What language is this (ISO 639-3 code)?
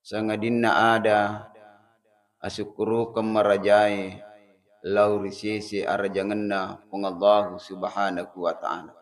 bug